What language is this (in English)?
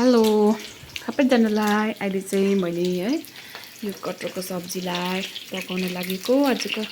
Nepali